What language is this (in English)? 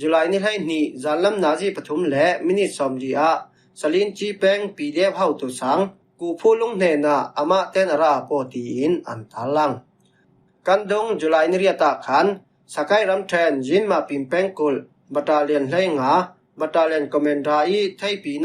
Falam Chin